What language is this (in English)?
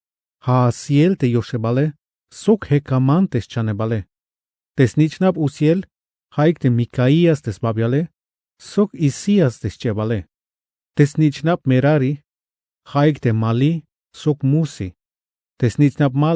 Tzeltal